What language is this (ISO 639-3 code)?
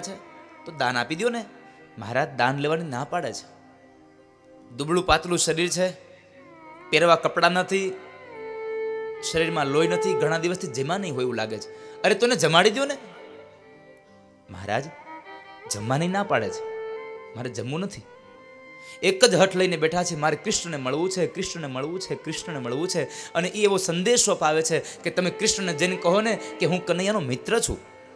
guj